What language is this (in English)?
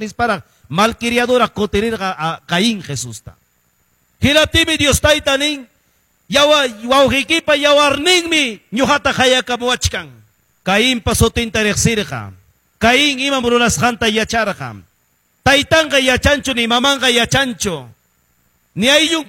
Quechua